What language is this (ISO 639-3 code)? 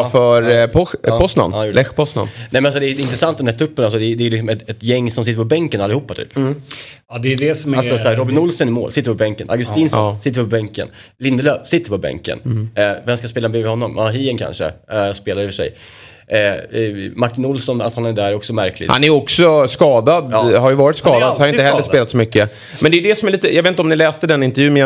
swe